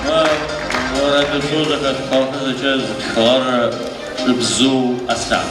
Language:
Adyghe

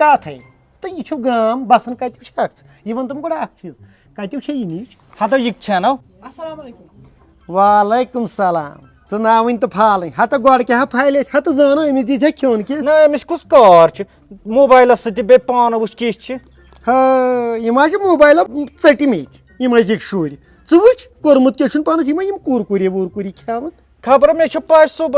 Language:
Kashmiri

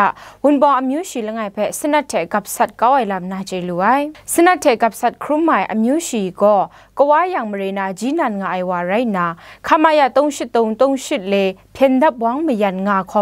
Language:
Kachin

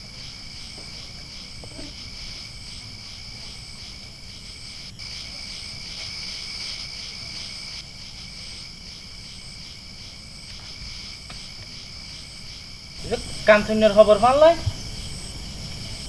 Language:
Bangla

